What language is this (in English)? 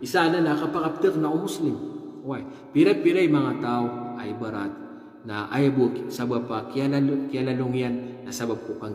Maranao